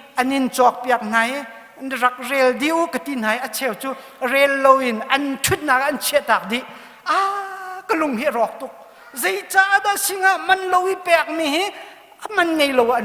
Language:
Hakha Chin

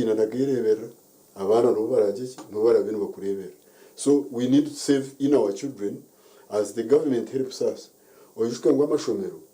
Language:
Nyankole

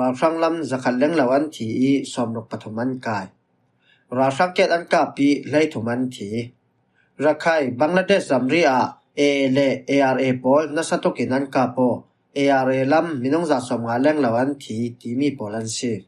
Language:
Falam Chin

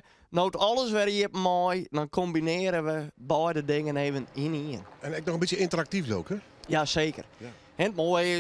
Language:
Western Frisian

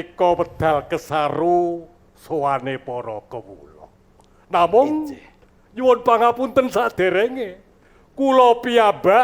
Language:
Javanese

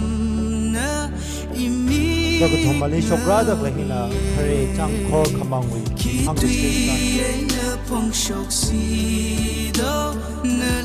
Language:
Tangkhul Naga (India)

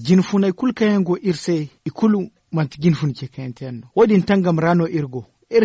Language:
Zarma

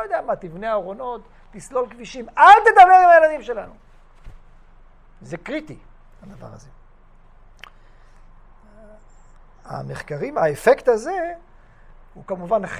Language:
Hebrew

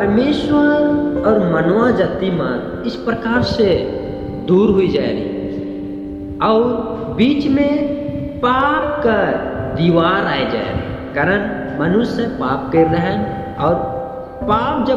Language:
Sadri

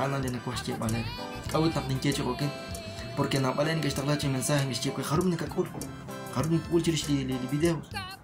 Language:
Kekchí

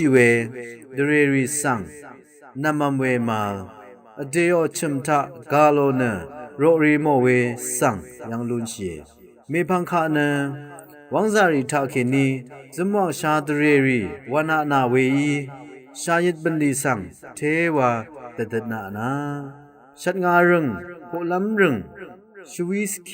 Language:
Rawang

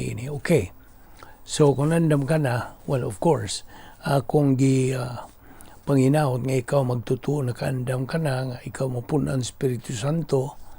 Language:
Cebuano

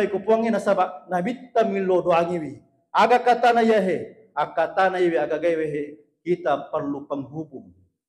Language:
Buginese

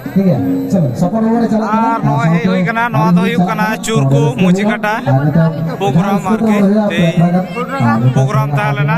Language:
Santali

